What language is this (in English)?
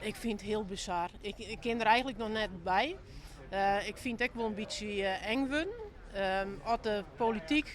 Western Frisian